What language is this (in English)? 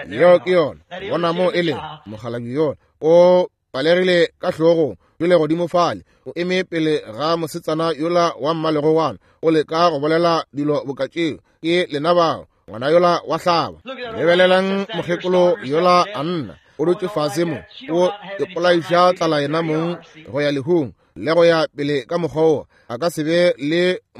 Northern Sotho